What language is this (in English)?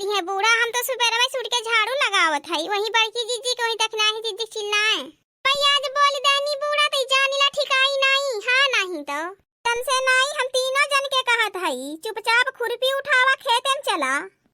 Awadhi